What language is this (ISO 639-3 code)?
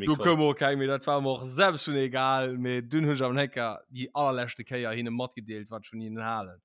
ltz